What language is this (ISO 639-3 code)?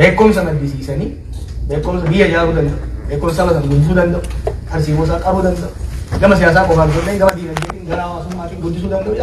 orm